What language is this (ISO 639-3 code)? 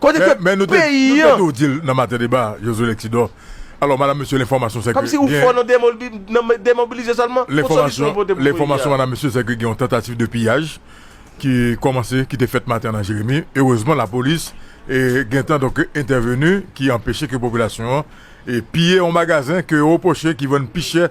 hat